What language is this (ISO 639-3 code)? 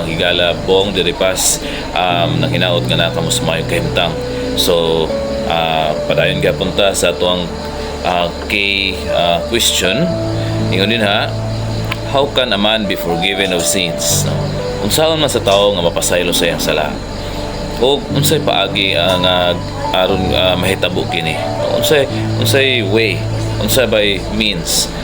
ceb